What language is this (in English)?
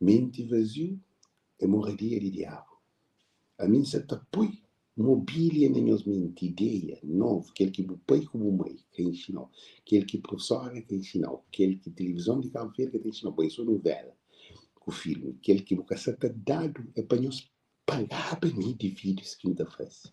Kabuverdianu